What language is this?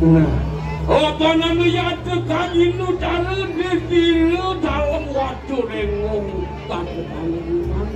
Balinese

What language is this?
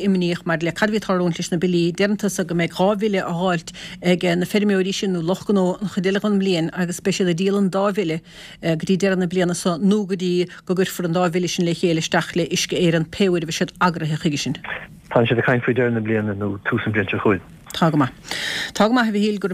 Irish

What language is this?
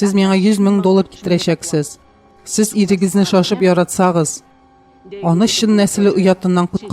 Tatar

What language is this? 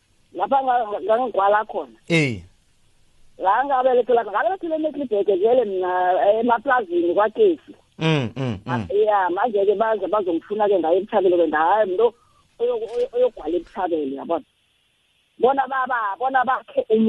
South Ndebele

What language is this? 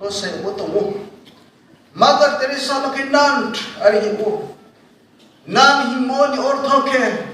Riang (India)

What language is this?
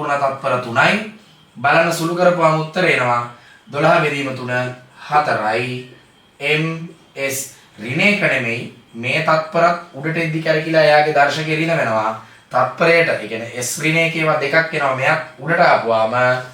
Sinhala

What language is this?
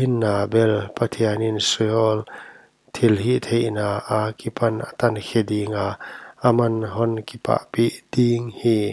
Paite Chin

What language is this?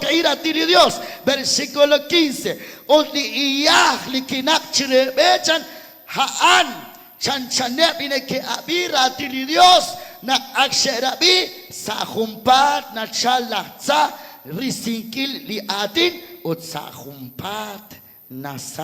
Kekchí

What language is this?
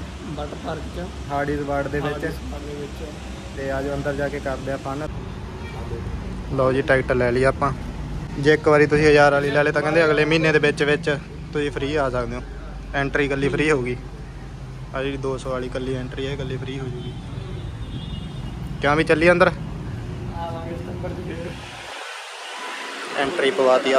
Punjabi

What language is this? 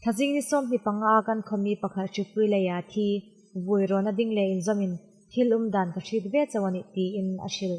Hmar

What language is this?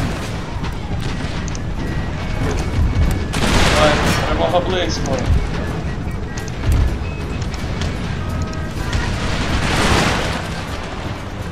Ukrainian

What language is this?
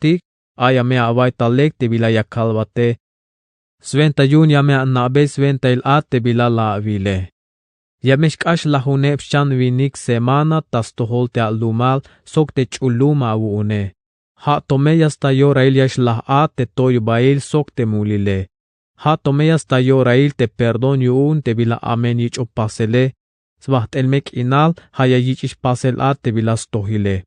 Tzeltal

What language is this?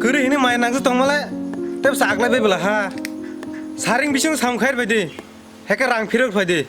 Kok Borok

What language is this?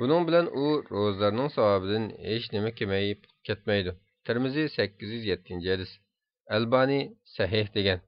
Uyghur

